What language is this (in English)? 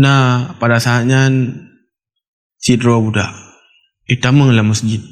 Achinese